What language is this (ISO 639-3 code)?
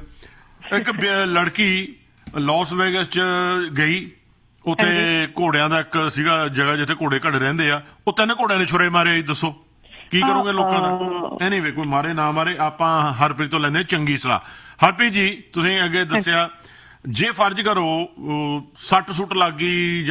pan